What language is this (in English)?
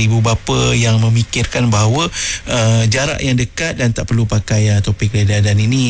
Malay